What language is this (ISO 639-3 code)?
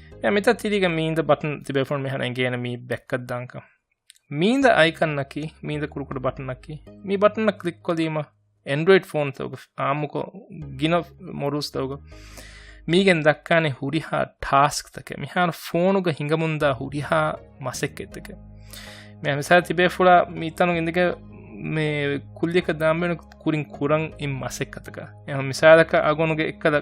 div